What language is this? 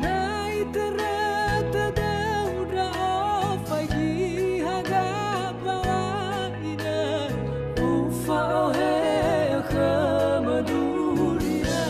Nias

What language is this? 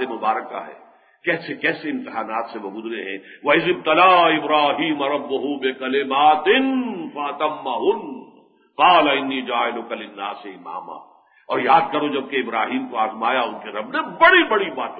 Urdu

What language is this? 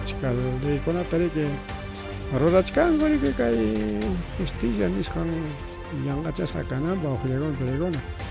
Ayacucho Quechua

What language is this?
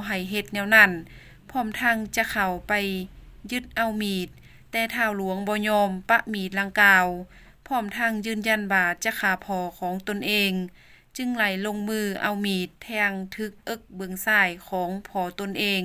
Lao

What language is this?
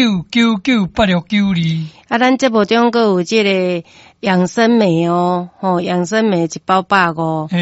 Min Nan Chinese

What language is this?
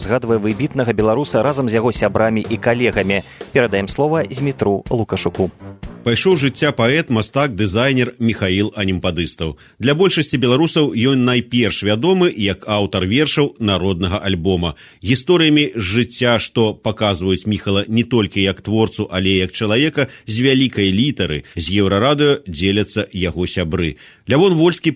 Belarusian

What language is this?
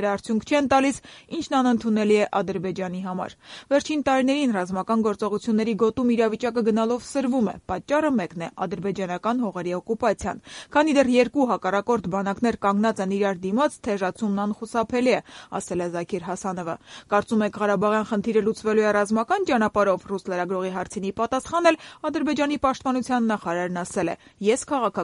Armenian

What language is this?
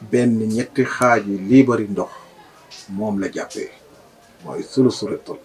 Wolof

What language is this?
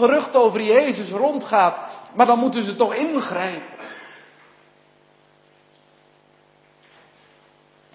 Dutch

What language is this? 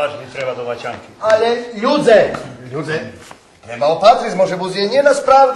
Rusyn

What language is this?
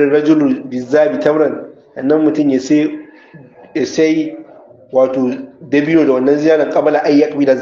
Hausa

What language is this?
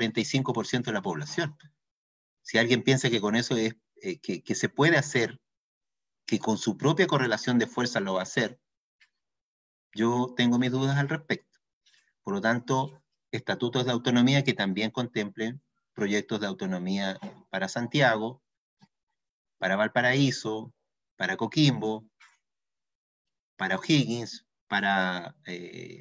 Spanish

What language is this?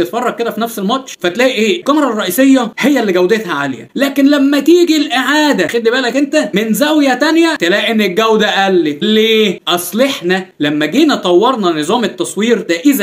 Egyptian Arabic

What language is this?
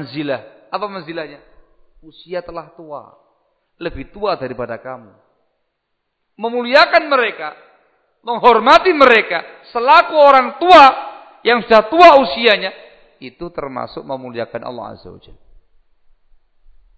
Indonesian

